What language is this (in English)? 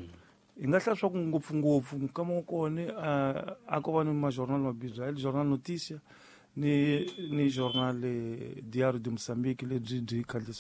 Tsonga